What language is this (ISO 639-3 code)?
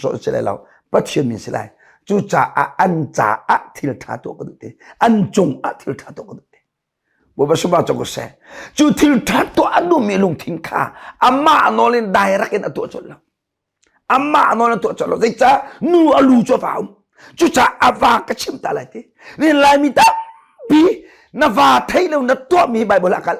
cnh